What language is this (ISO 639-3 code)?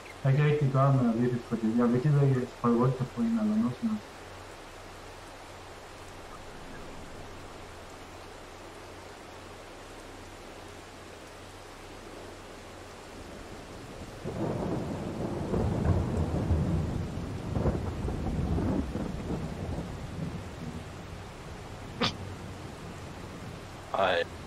dan